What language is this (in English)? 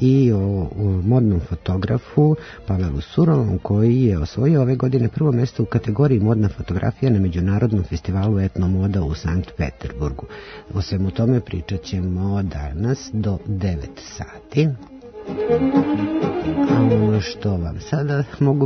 Serbian